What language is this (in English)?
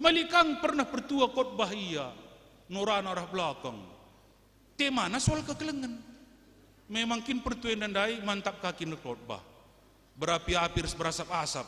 Batak Karo